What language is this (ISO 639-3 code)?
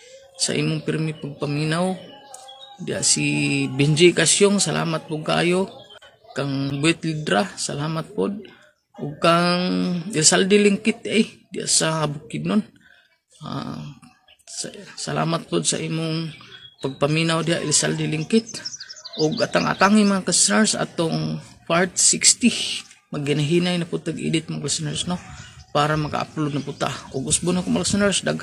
ceb